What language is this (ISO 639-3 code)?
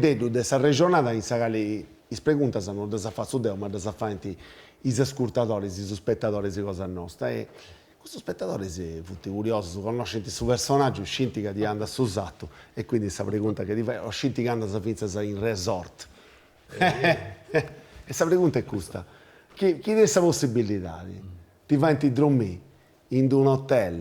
srd